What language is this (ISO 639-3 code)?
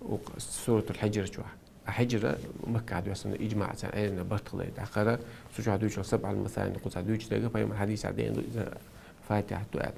che